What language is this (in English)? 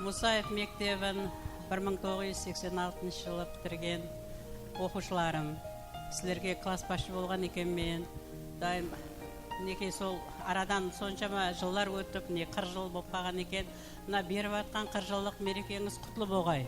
Kara-Kalpak